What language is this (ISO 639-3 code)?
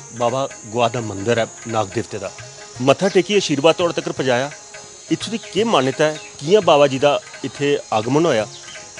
doi